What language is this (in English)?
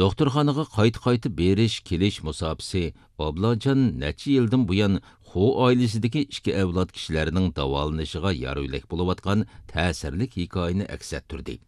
Uyghur